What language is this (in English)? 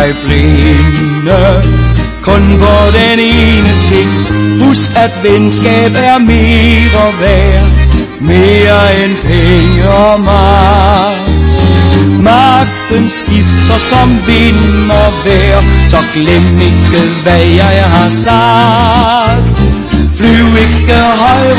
Danish